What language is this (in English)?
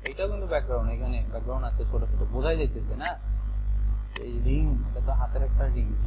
Bangla